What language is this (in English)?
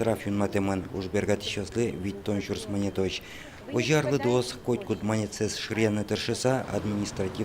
Udmurt